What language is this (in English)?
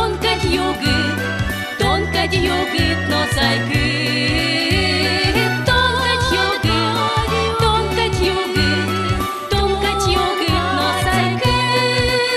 Udmurt